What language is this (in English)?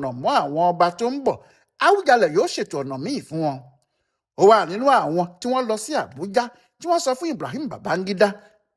Yoruba